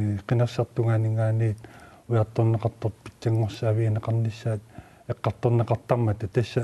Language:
Kalaallisut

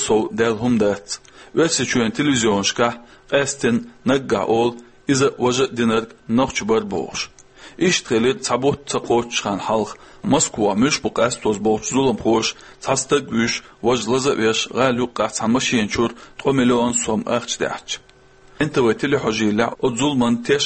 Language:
Chechen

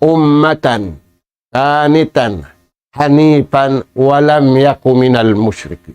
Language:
Tausug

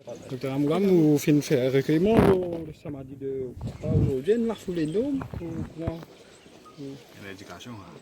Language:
Morisyen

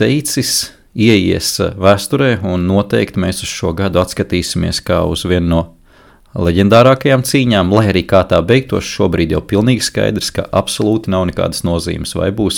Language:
Latvian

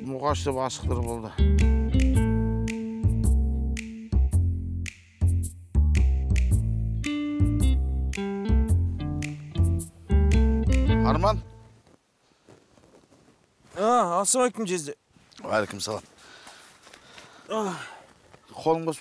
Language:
Kazakh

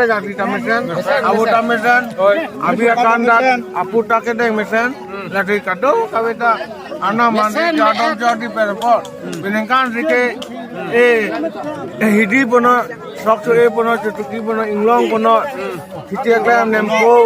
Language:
Karbi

